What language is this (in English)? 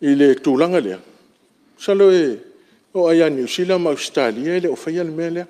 Samoan